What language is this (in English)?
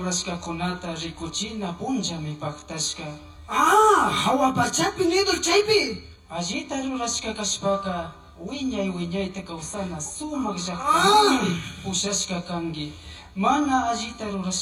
Chimborazo Highland Quichua